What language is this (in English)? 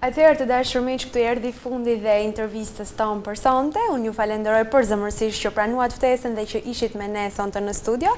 Albanian